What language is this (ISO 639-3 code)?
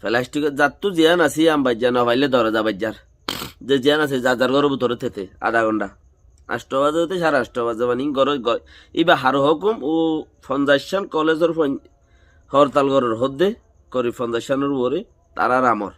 rhg